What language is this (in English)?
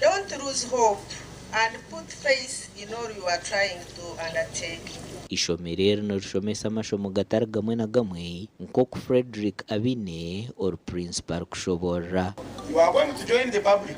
Nyankole